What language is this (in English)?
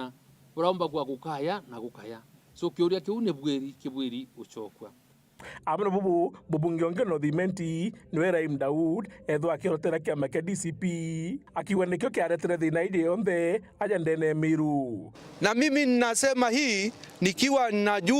Meru